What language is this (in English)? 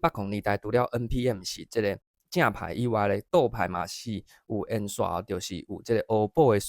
Min Nan Chinese